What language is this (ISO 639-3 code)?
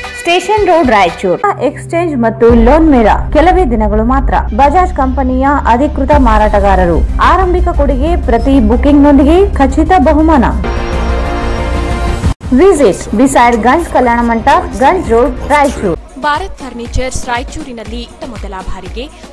kan